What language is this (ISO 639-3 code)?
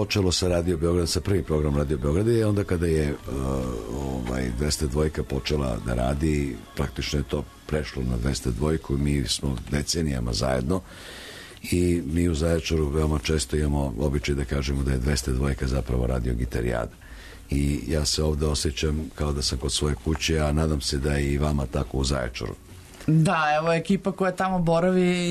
srp